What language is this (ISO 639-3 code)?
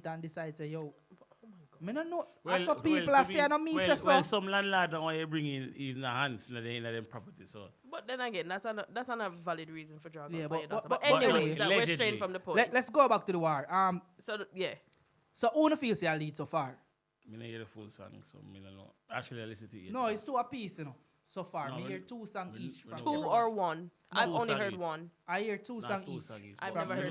jam